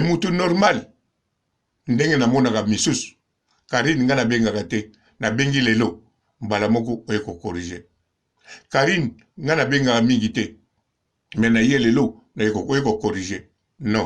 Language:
Lingala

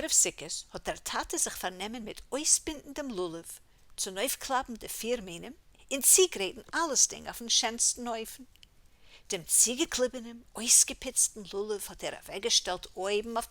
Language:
Yiddish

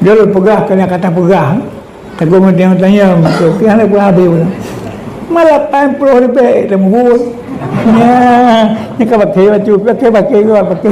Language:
Achinese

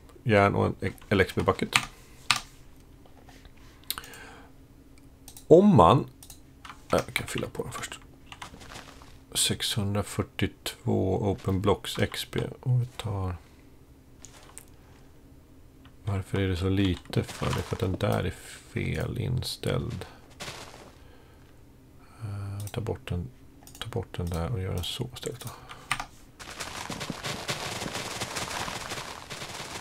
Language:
Swedish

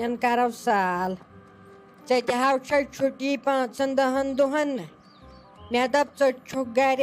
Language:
Kashmiri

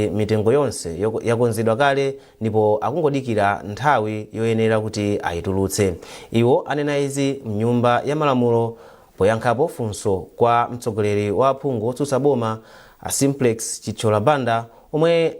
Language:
Nyanja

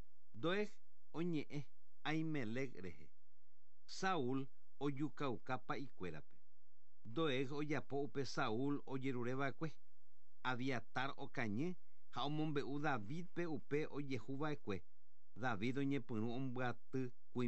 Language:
Guarani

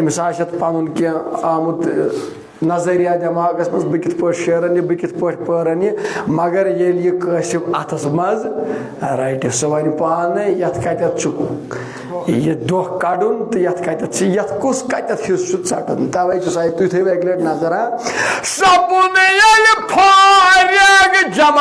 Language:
Kashmiri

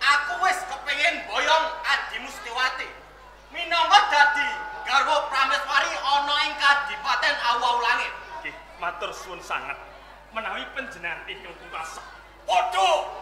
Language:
Javanese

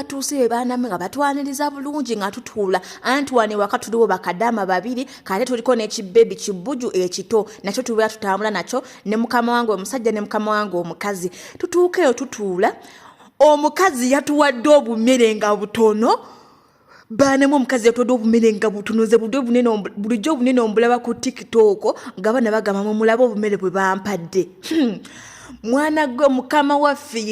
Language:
Ganda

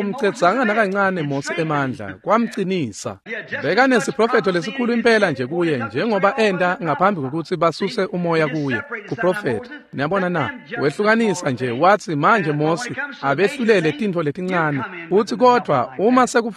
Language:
Swati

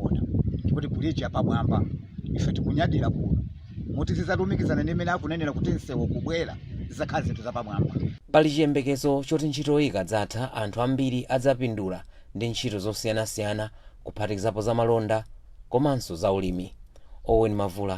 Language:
Nyanja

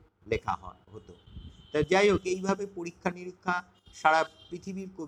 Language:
Bangla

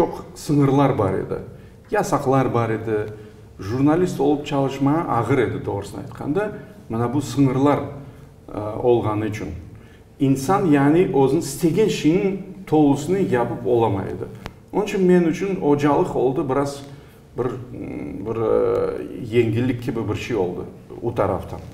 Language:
Crimean Tatar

